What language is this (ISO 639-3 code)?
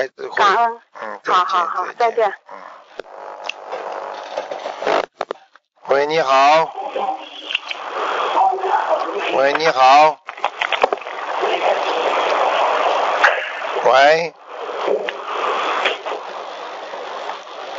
zho